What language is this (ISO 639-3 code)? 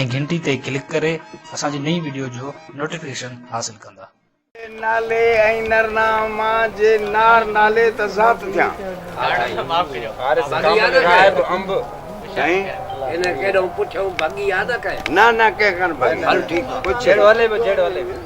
snd